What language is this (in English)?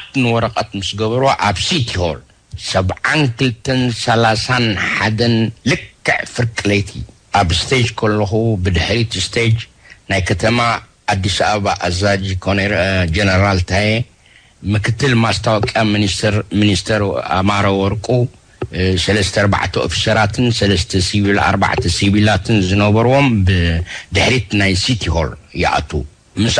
Tigrinya